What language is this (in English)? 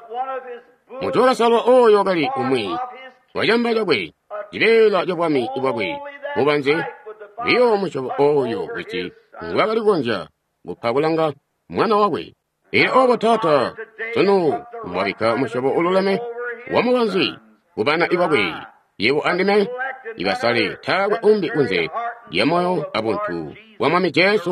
Tonga (Zambia)